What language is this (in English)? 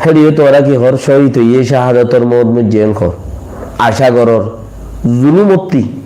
Rohingya